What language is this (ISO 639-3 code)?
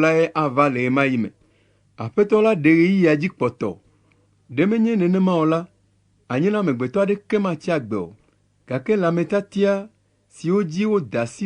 ewe